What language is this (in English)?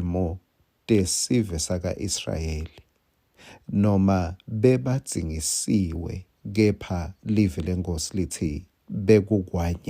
Swati